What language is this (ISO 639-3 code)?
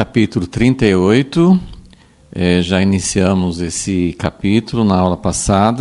por